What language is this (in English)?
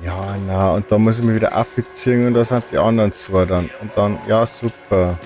Bavarian